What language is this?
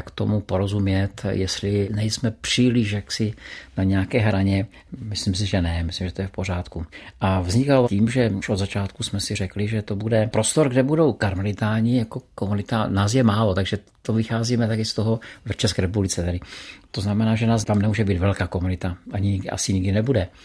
Czech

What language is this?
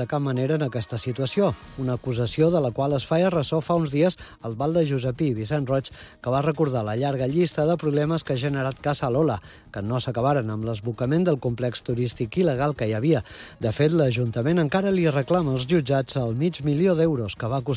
Catalan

